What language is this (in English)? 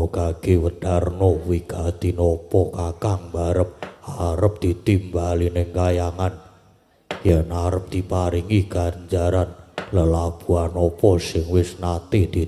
Javanese